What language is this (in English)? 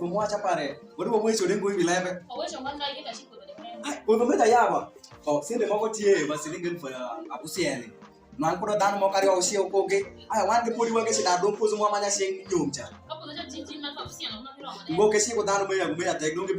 Alur